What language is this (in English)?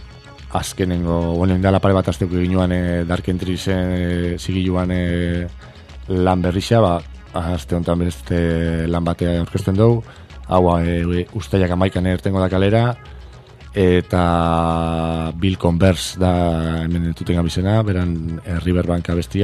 Basque